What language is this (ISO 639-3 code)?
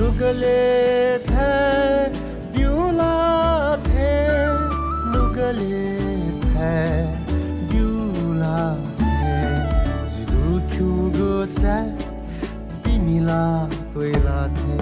new